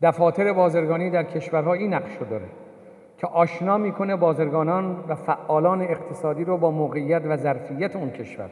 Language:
Tajik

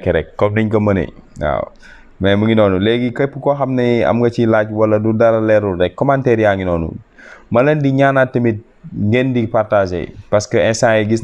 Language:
Wolof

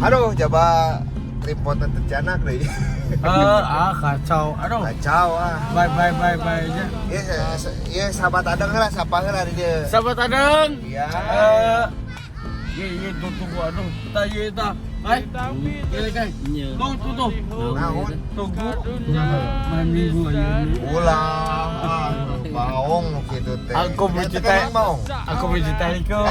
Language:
Sundanese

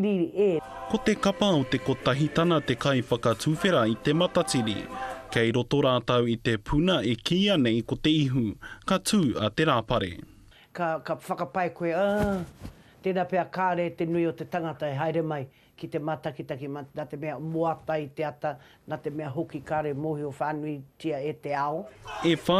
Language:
Māori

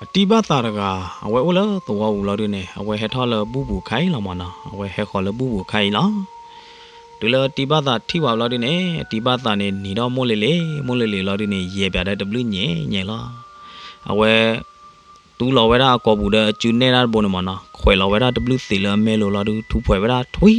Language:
S'gaw Karen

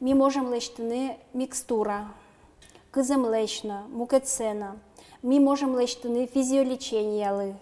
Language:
Udmurt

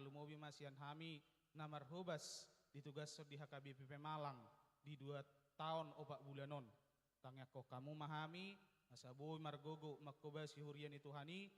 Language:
Batak Toba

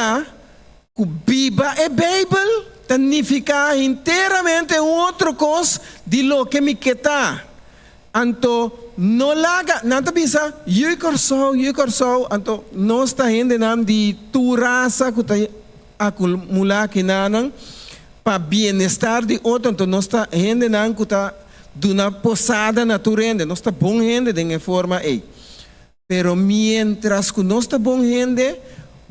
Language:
Papiamento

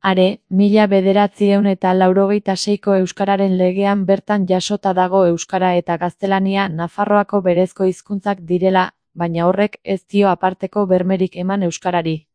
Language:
Basque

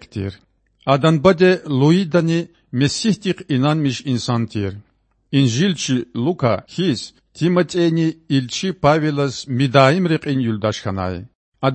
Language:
Lezghian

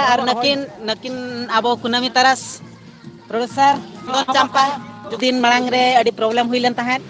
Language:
Santali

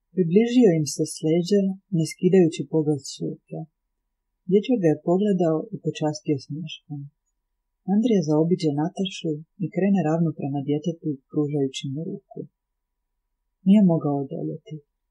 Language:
Croatian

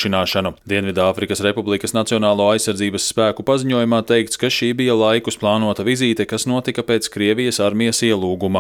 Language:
Latvian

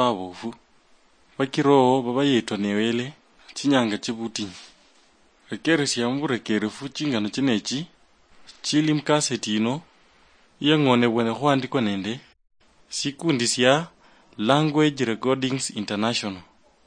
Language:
Luyia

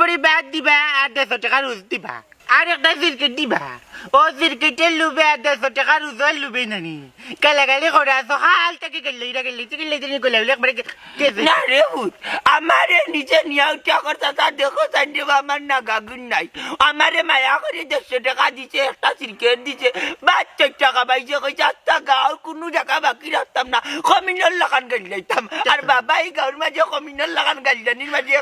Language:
Sylheti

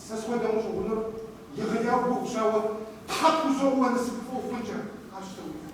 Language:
Kabardian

